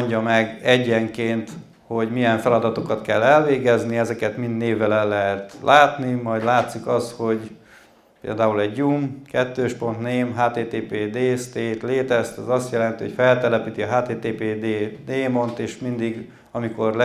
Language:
Hungarian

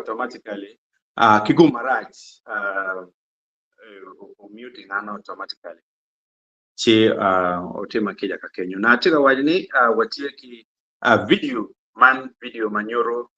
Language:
Acoli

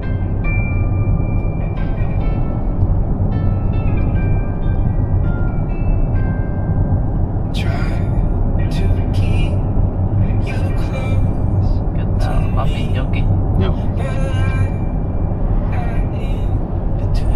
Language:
Finnish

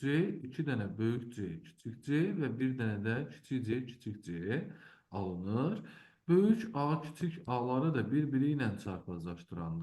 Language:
Azerbaijani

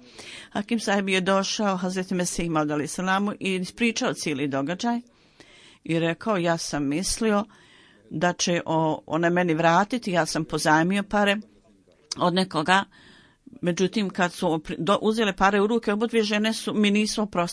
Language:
Bosnian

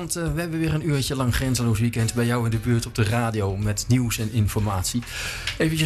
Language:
Dutch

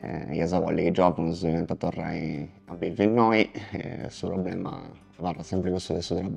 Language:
Sardinian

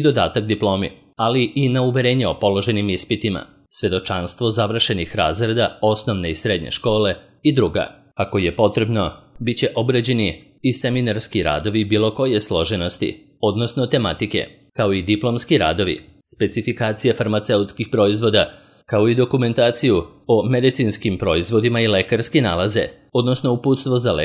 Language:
Serbian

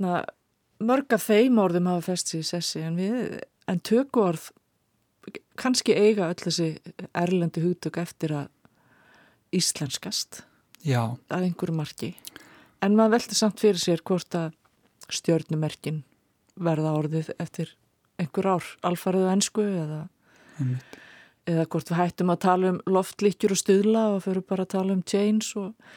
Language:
Icelandic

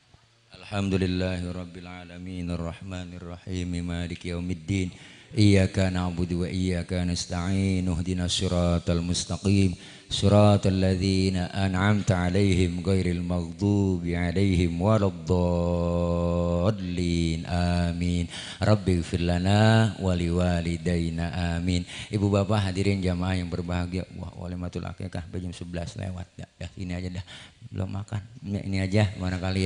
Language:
Betawi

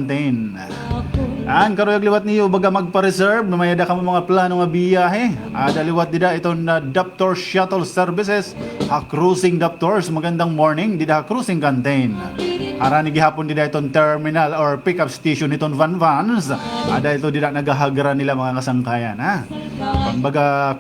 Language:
Waray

